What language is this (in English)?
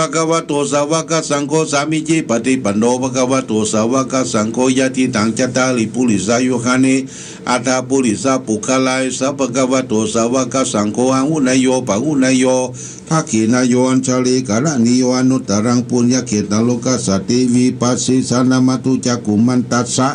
Pali